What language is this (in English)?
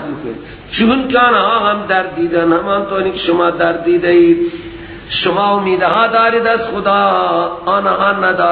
Persian